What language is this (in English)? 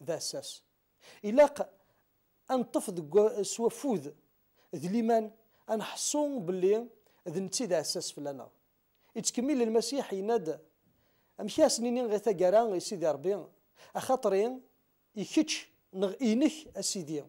Kabyle